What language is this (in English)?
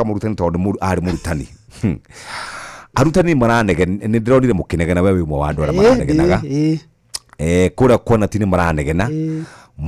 Kikuyu